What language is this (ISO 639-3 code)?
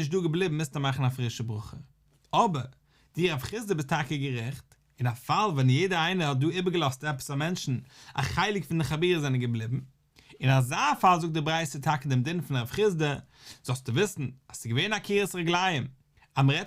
yid